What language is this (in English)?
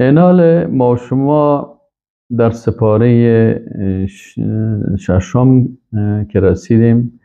Persian